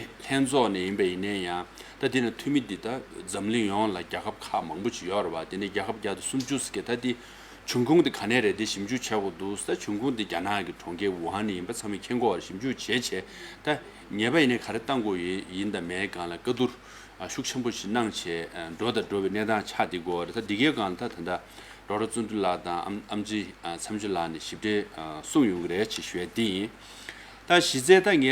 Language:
Tibetan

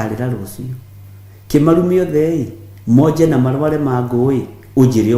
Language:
Kikuyu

